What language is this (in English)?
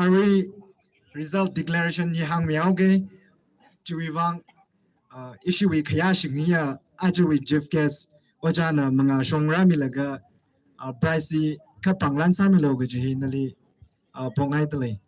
Tangkhul Naga (India)